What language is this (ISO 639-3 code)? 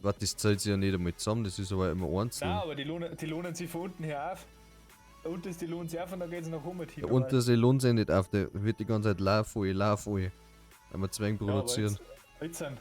bar